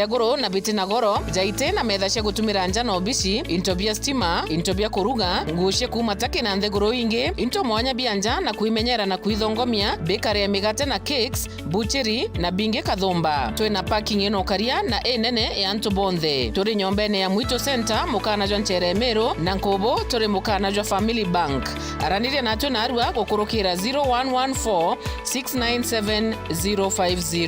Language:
Meru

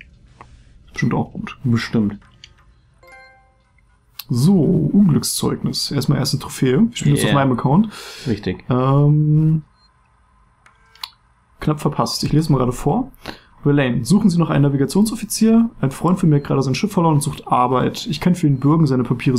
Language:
German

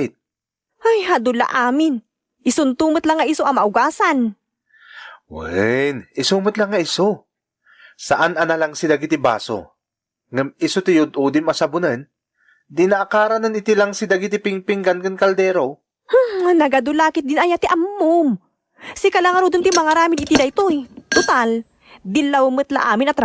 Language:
Iloko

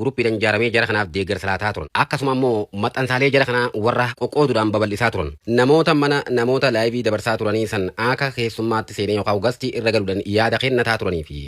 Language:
Oromo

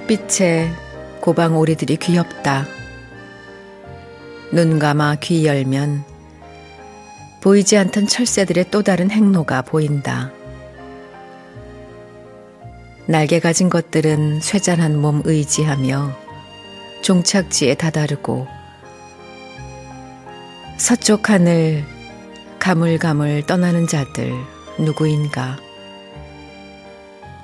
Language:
Korean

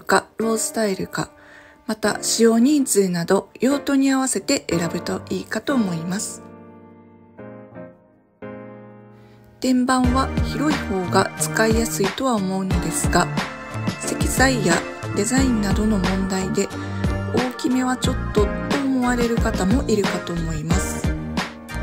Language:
Japanese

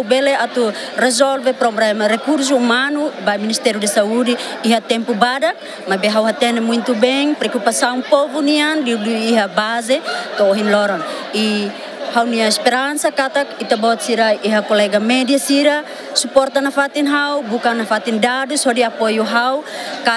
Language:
Tetum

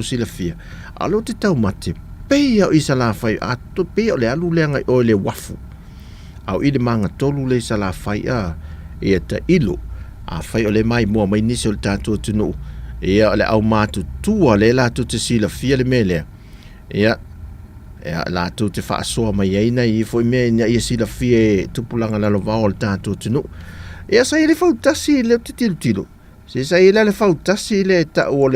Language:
Samoan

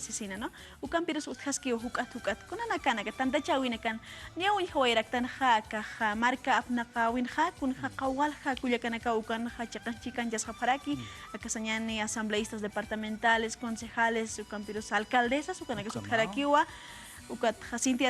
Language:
Aymara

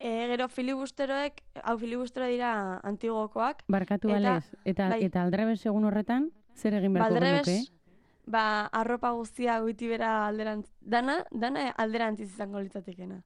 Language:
Basque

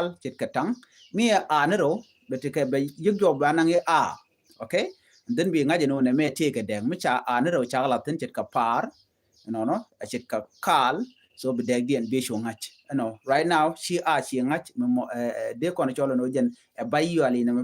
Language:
Nuer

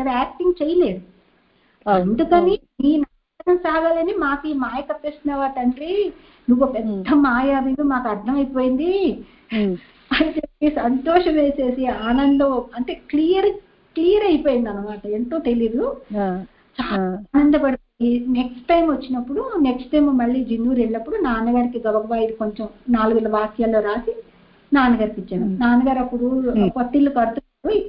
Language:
Telugu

